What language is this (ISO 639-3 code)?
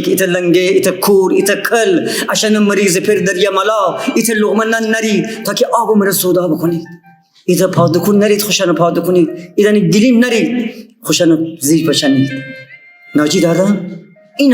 glk